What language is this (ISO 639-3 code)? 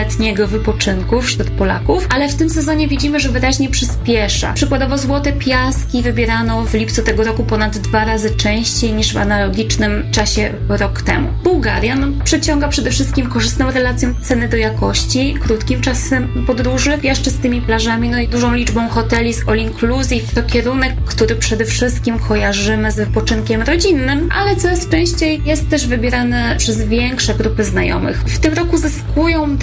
pol